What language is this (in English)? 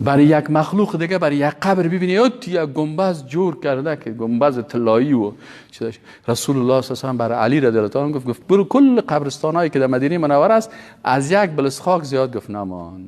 Persian